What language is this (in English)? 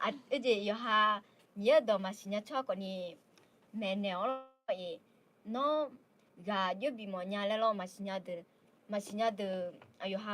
Akha